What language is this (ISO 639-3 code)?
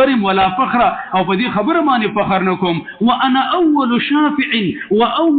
pus